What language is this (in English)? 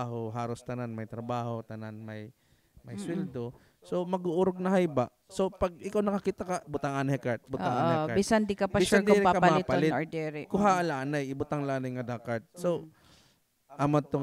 Waray